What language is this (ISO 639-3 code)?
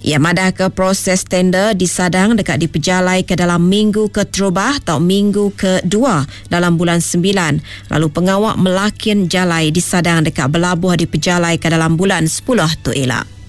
iba